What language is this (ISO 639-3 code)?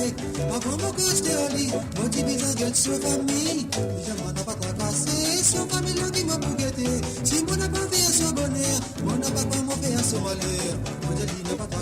mfe